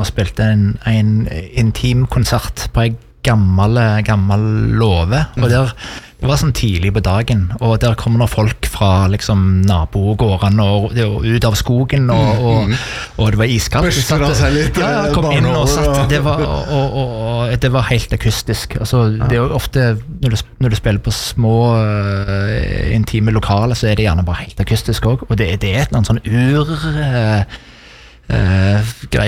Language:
Norwegian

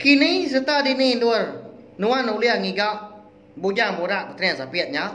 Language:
Iban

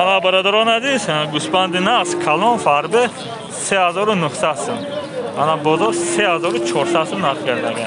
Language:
Tajik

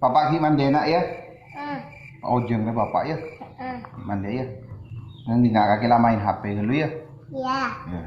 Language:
Madurese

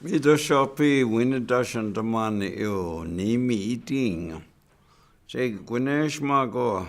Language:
Chippewa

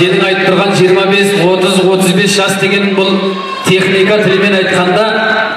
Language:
Kazakh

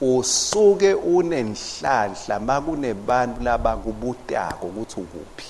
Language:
Swati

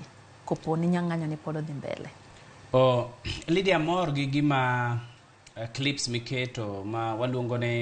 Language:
Luo (Kenya and Tanzania)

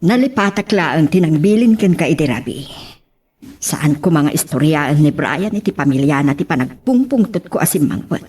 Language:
Iloko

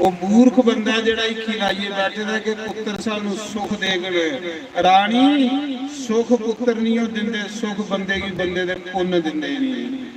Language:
Dogri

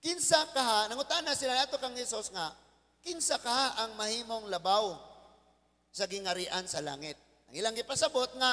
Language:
Cebuano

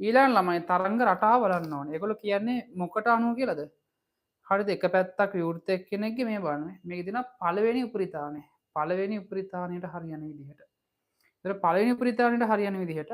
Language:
Sinhala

